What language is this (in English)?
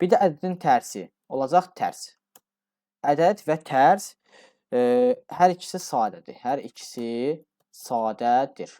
Azerbaijani